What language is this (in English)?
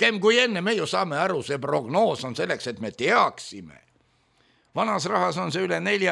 Estonian